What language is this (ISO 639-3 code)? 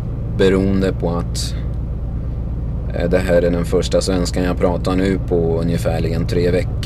swe